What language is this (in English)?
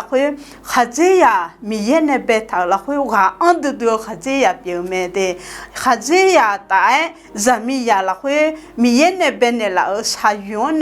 Akha